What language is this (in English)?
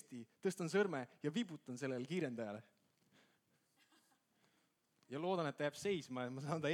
Estonian